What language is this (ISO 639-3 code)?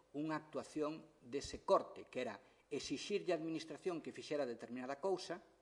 glg